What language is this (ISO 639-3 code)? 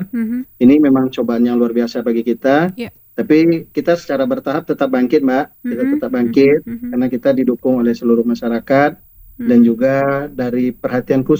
ind